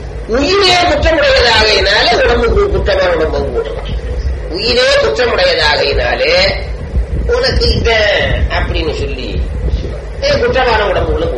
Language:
Tamil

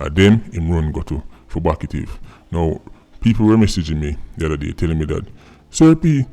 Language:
Jamaican Creole English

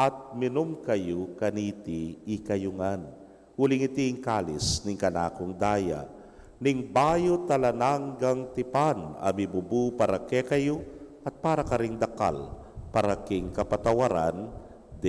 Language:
Pampanga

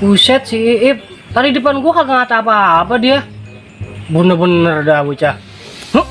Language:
Betawi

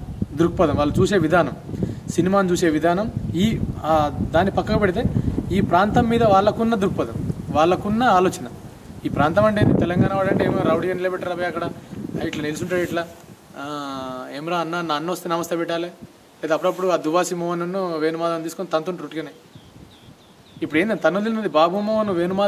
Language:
Telugu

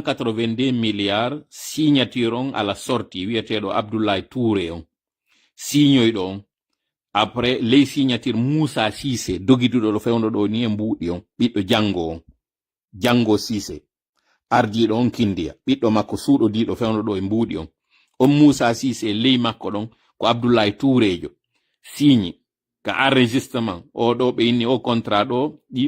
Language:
Pular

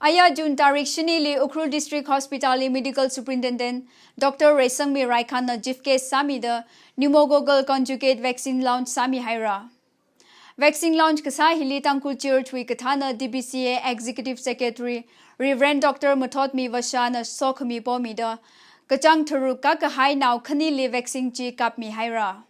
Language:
Tangkhul Naga (India)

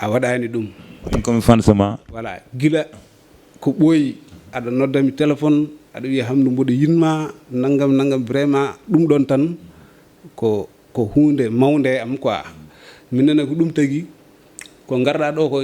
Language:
Fula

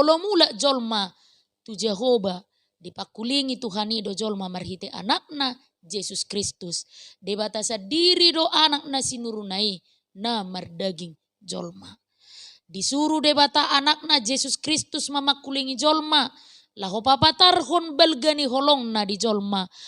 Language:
Batak Toba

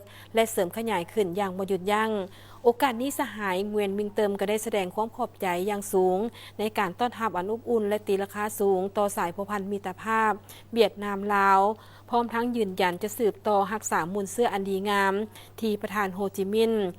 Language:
Lao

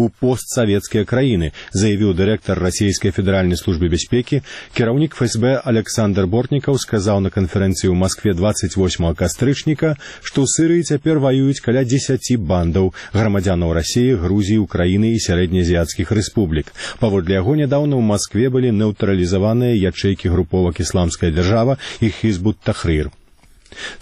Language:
Belarusian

